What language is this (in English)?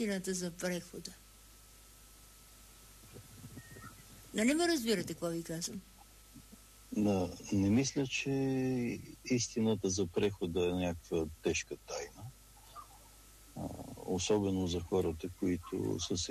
Bulgarian